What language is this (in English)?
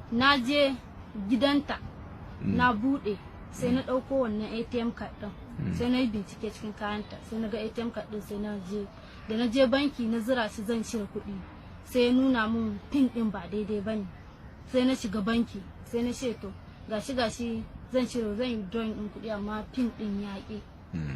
Hausa